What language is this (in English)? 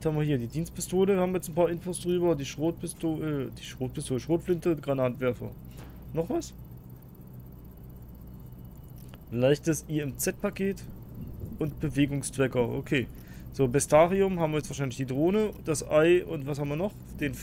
German